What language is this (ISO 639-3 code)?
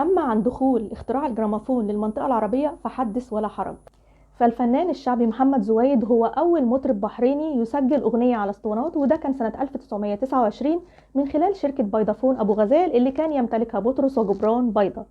arz